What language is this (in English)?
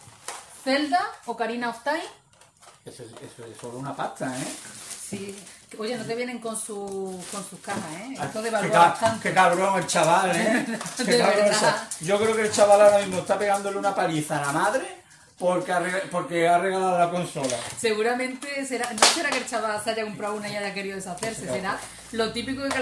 Spanish